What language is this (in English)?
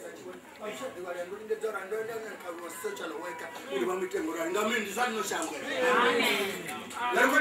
Venda